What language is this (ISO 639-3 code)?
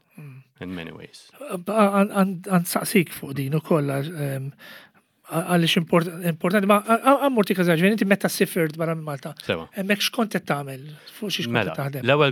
mlt